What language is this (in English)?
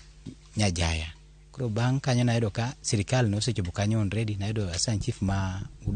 Luo (Kenya and Tanzania)